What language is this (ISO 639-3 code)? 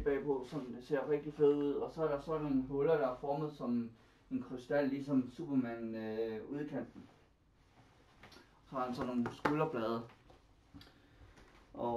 dan